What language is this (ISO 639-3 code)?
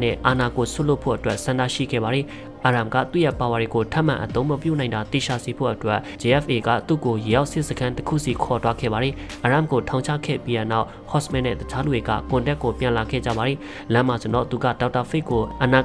mya